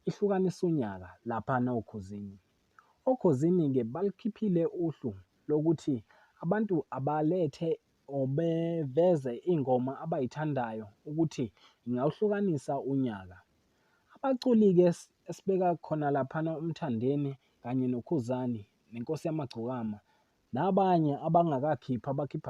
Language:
Zulu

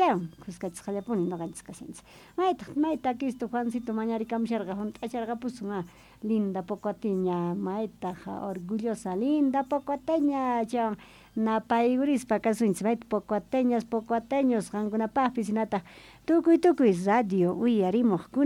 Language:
South Bolivian Quechua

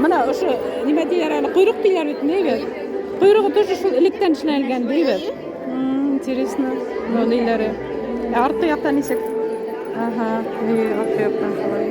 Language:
Bashkir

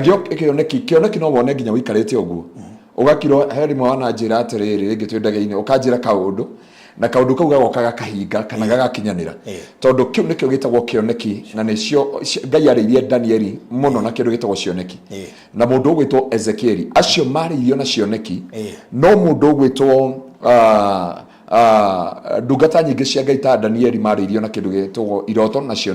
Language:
Kikuyu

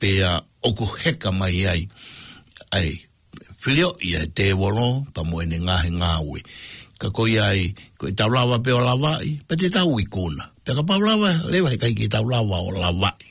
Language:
Tongan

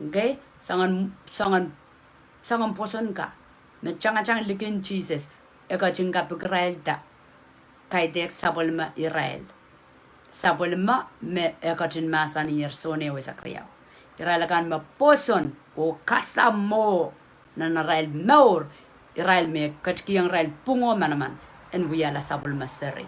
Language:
Pohnpeian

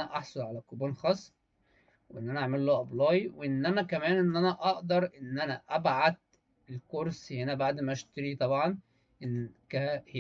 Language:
Egyptian Arabic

